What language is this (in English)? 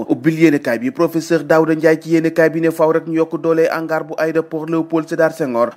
Wolof